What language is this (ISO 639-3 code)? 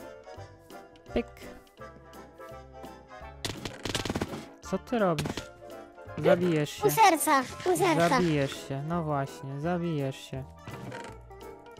pol